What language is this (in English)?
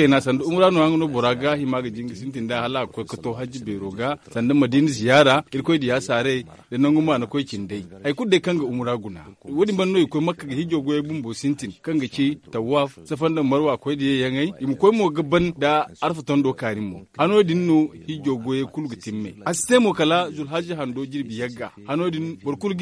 Zarma